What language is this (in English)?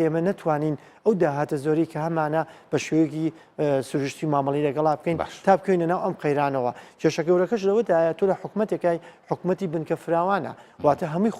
Central Kurdish